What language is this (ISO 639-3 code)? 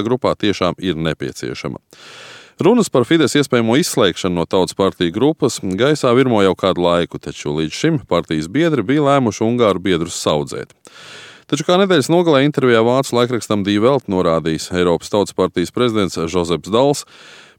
lav